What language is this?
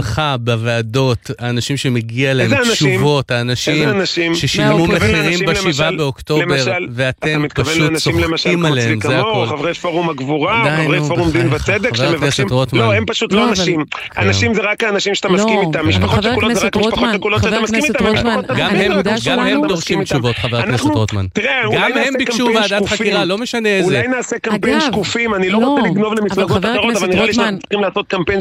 Hebrew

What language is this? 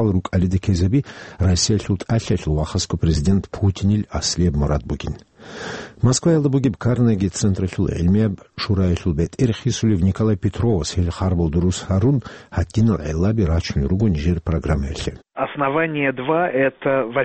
Avaric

